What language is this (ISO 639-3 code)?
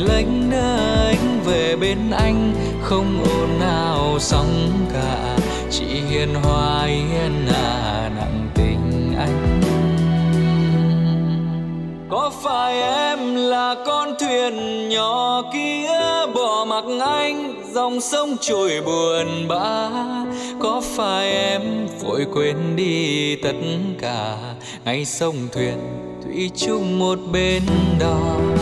vie